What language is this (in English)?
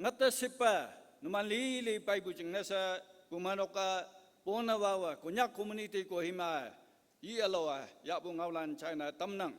Konyak Naga